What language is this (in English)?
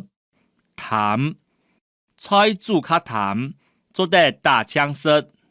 Hakka Chinese